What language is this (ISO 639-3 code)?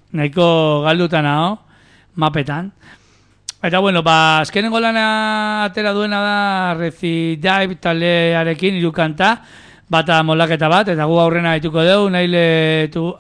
eus